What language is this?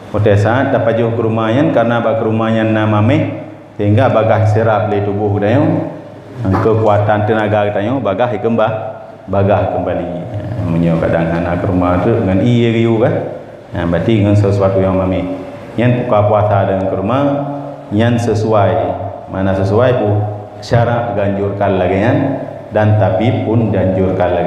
Achinese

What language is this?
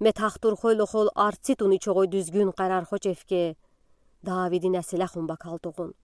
Udi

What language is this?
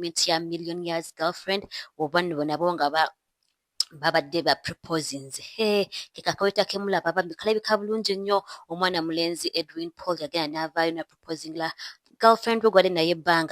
Ganda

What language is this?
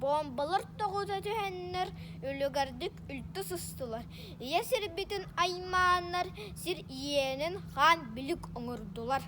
Yakut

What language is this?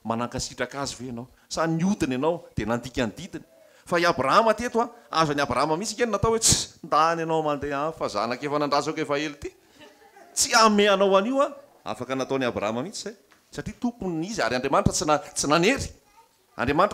Malagasy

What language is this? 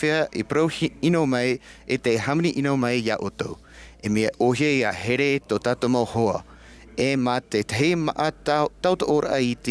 Tahitian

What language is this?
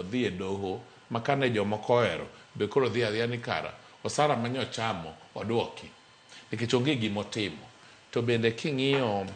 Luo (Kenya and Tanzania)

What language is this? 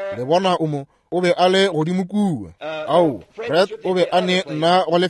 Northern Sotho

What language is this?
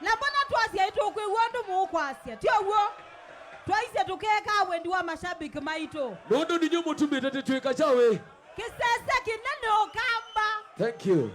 Kamba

